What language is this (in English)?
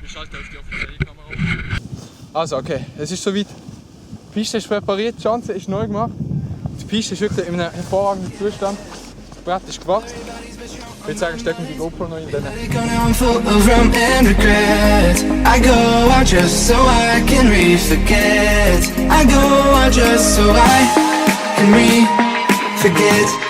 Swiss German